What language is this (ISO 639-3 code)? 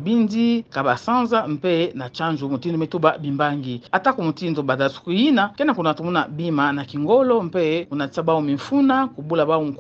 ktu